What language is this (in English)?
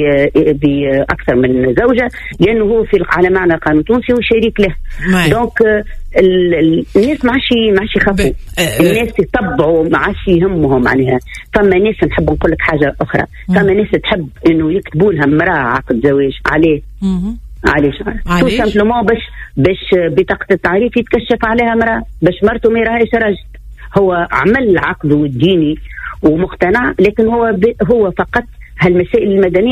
Tunisian Arabic